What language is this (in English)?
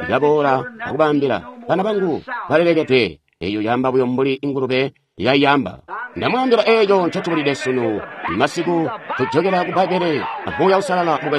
Tonga (Zambia)